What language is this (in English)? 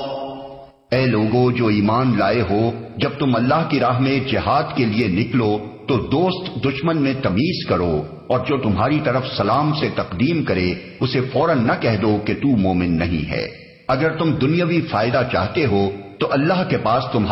Urdu